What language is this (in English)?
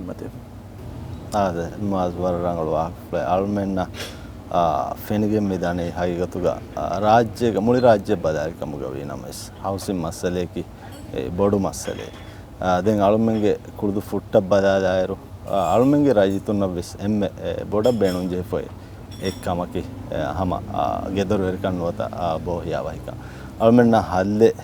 Divehi